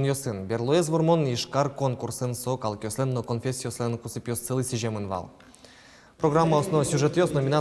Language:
Udmurt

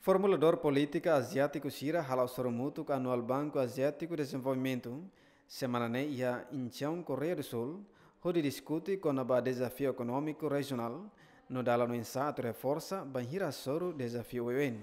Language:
Tetum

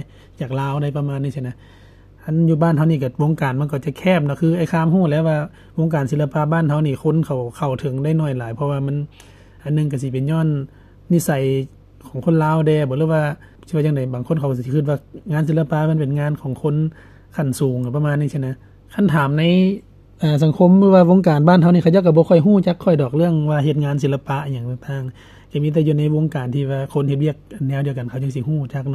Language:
Lao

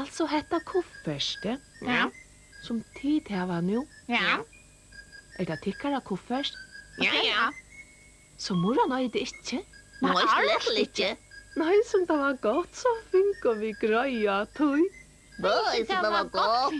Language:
Faroese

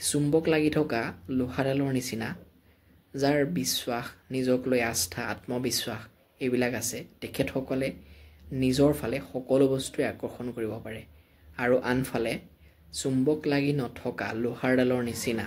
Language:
Assamese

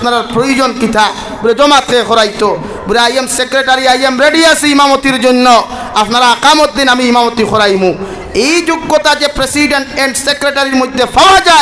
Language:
Sylheti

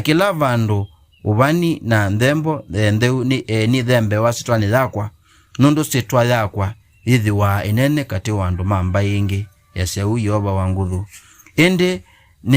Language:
Kamba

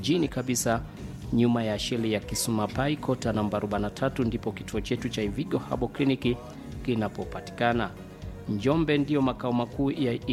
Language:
Swahili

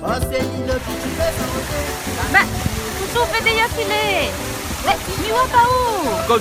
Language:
Réunion Creole French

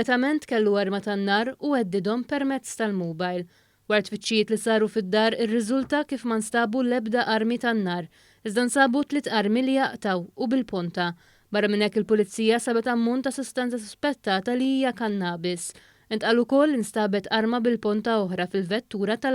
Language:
Maltese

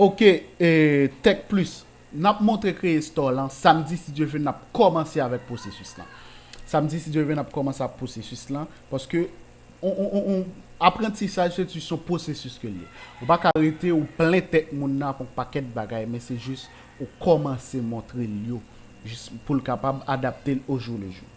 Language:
Haitian Creole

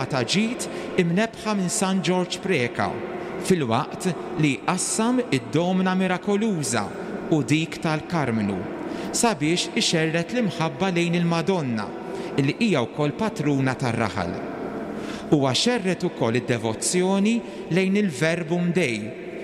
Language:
Maltese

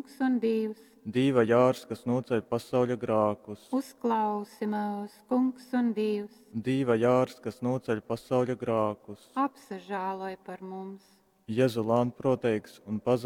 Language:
Latgalian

